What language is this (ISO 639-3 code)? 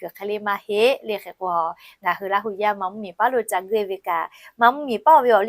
lhu